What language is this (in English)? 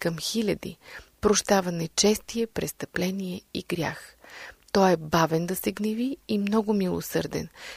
Bulgarian